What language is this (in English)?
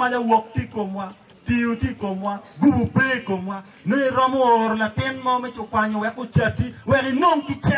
Acoli